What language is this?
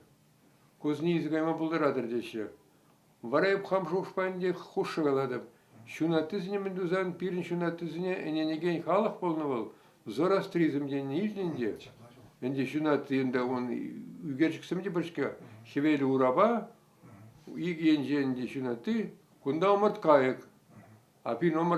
Chuvash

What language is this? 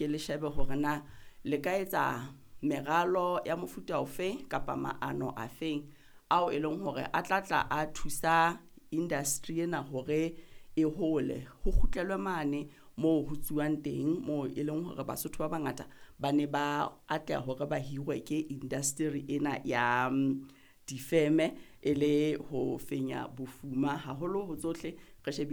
Southern Sotho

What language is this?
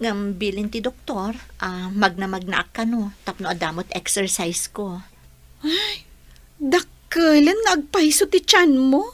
Iloko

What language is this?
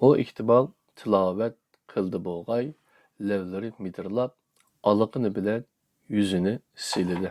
Uyghur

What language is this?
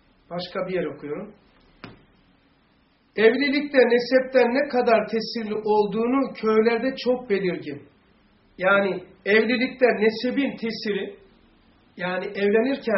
Turkish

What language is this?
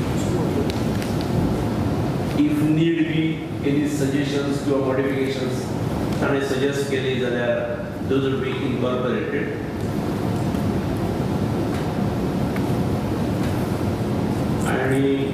Konkani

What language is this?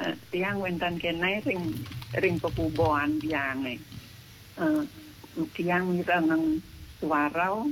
Balinese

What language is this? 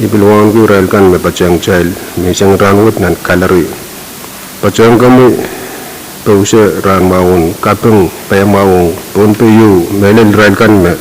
Pohnpeian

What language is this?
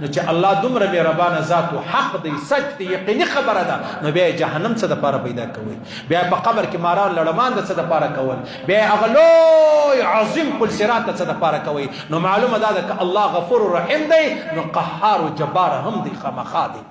Pashto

